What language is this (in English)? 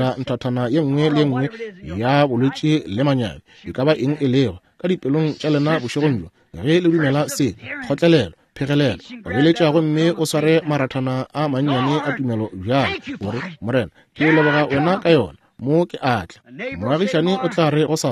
Northern Sotho